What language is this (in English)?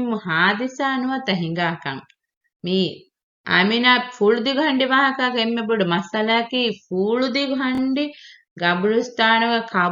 Divehi